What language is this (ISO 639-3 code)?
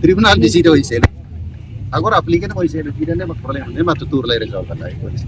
tet